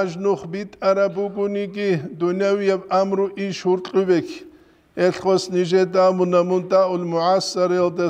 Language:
Avaric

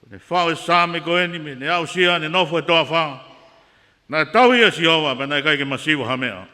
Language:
Tongan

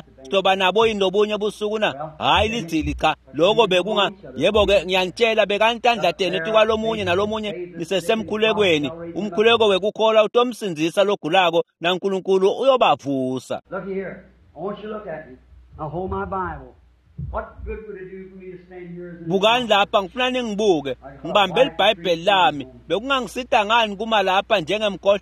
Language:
Swati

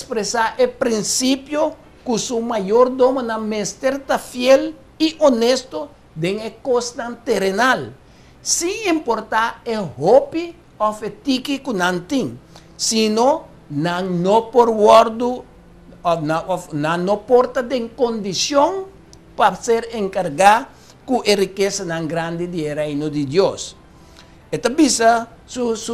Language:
Papiamento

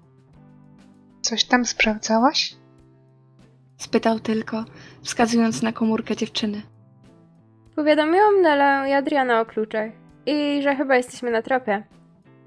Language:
Polish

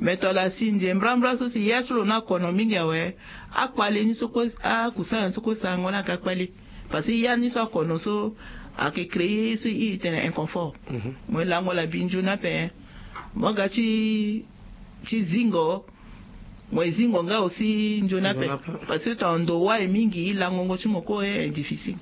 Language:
Sango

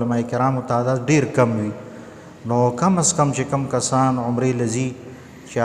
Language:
Pashto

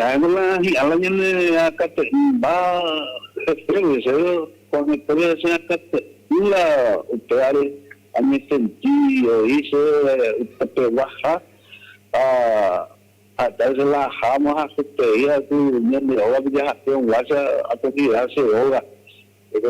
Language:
Guarani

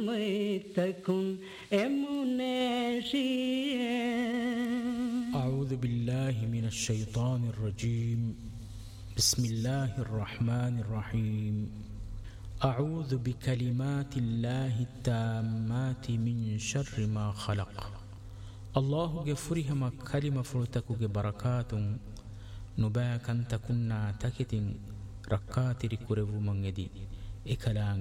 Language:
Arabic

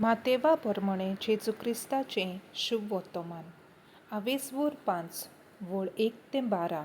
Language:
Konkani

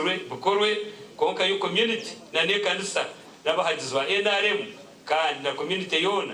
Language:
Nyankole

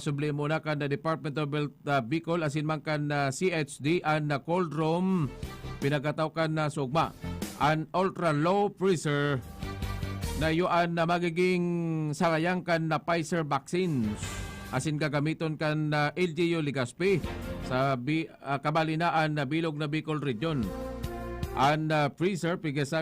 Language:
Bikol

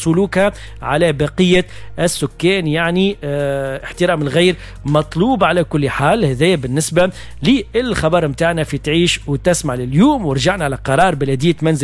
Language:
Tunisian Arabic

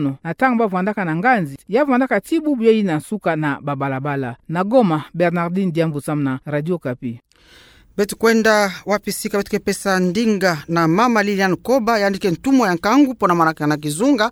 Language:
Kituba (Democratic Republic of Congo)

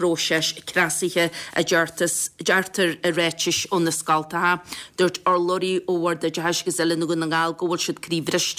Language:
Irish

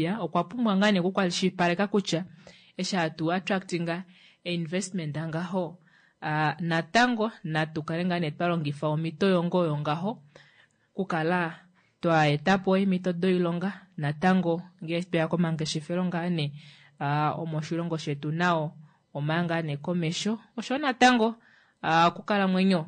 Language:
Kuanyama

